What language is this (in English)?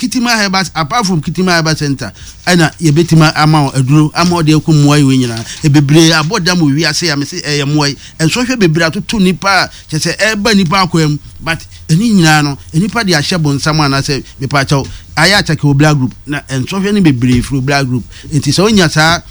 Akan